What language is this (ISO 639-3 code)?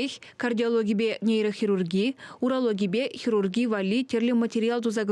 chv